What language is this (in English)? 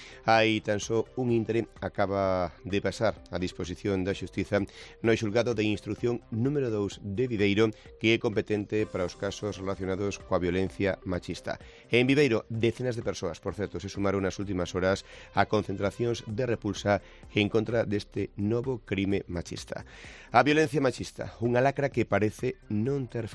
Galician